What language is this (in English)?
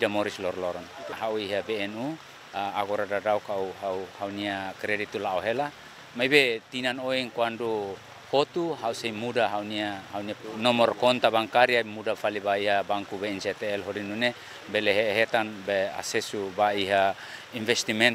Tetum